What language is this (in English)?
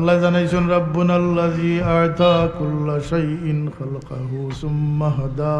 Sylheti